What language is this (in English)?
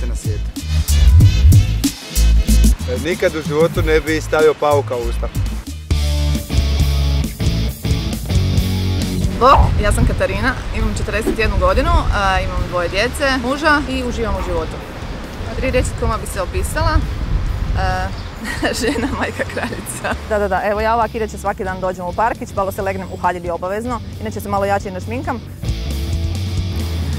Croatian